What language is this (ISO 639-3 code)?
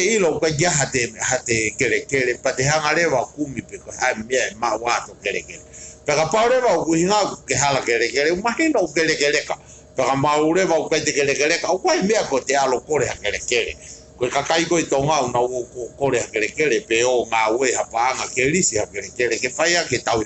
ton